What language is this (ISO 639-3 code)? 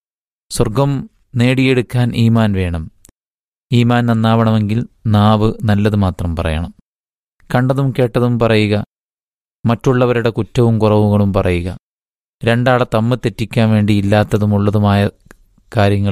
mal